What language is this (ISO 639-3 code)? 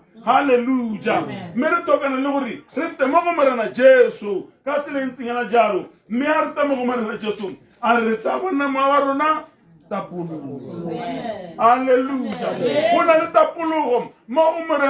tsn